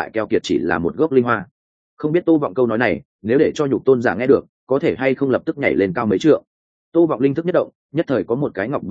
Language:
Vietnamese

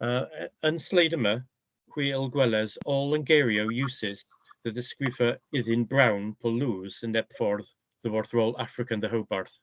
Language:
Cornish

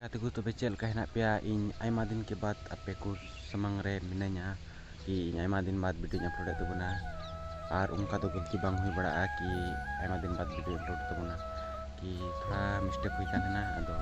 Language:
Santali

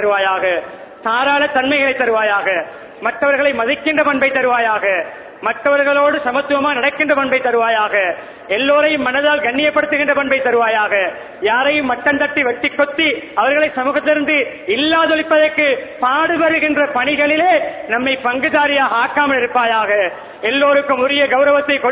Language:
Tamil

